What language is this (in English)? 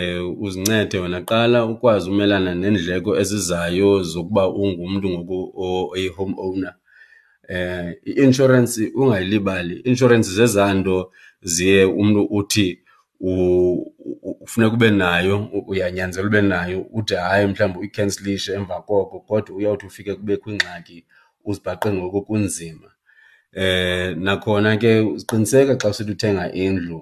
Xhosa